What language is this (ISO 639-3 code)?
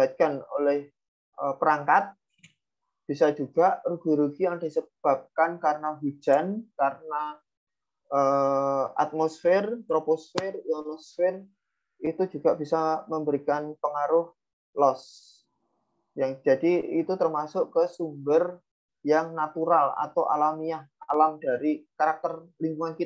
ind